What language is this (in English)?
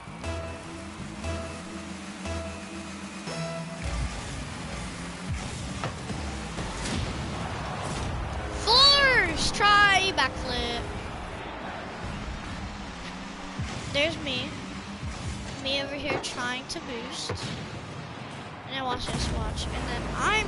English